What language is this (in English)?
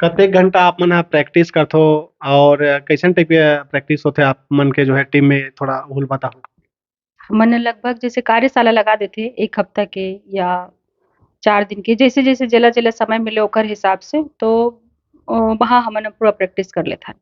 Chhattisgarhi